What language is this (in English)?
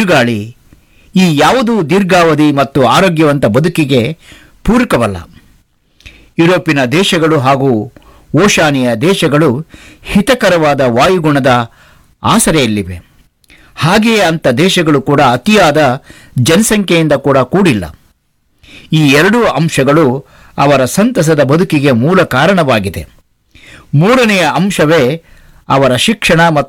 Kannada